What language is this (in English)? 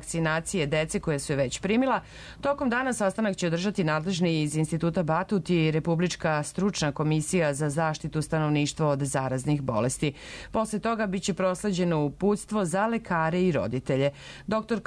Serbian